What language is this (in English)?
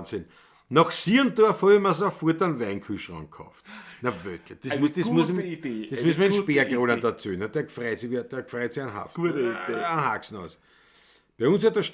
Bavarian